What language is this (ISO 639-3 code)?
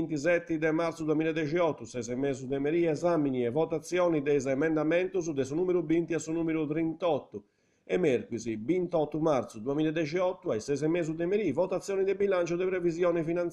srd